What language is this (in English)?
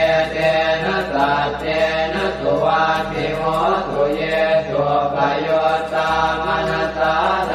Pali